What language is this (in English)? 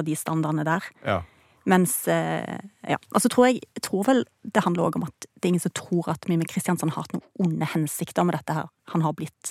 Norwegian